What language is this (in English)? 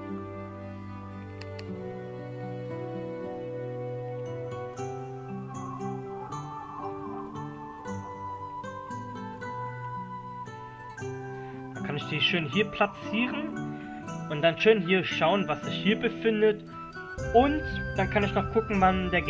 German